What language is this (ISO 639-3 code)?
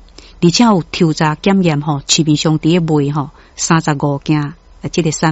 nan